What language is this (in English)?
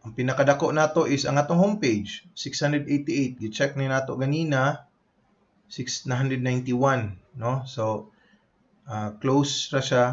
Cebuano